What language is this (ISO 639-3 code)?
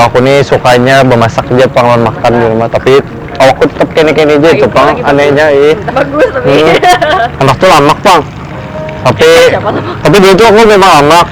bjn